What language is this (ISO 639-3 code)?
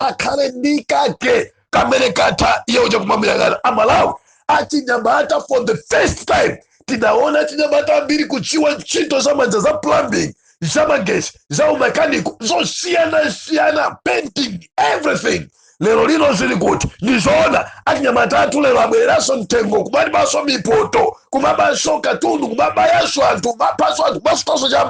nya